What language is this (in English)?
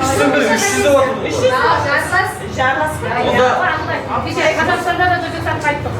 Kara-Kalpak